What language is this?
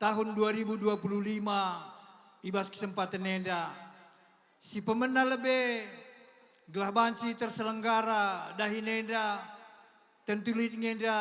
Batak Karo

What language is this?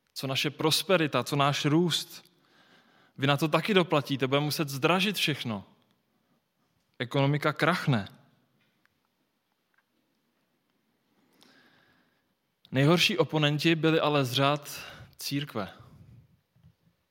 Czech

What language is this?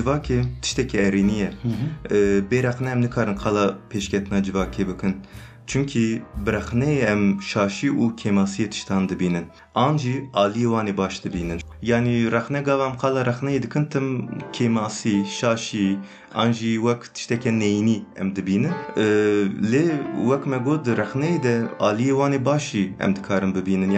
Kurdish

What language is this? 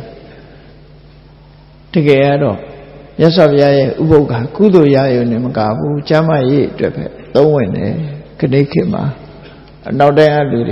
Burmese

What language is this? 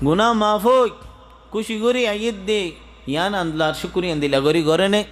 Rohingya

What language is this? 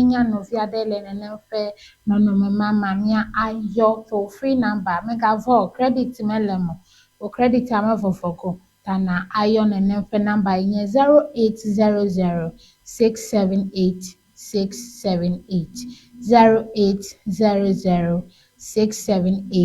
Ewe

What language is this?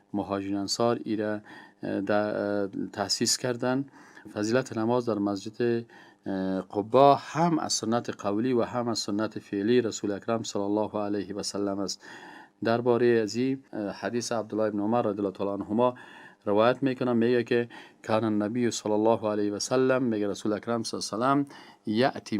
Persian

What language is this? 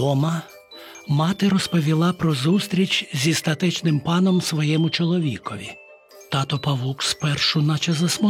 Ukrainian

